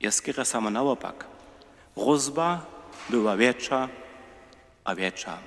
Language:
Upper Sorbian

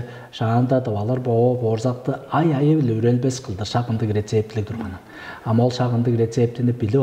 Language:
Tuvinian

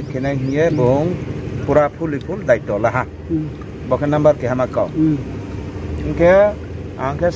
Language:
Riang (India)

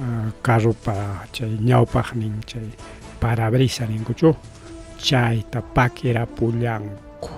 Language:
Ayacucho Quechua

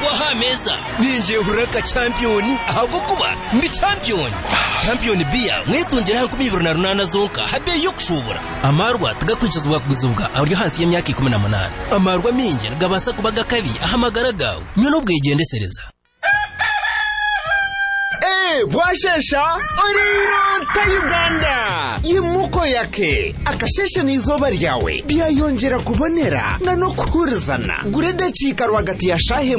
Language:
Kinyarwanda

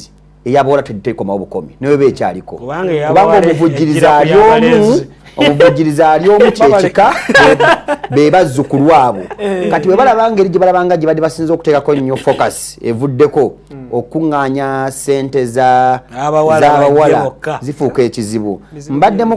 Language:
Ganda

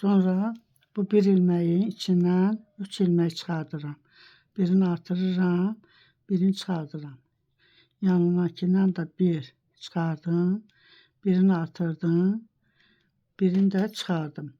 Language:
Azerbaijani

